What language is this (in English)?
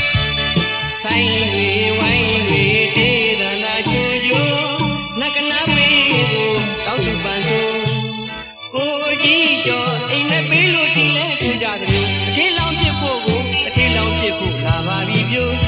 Burmese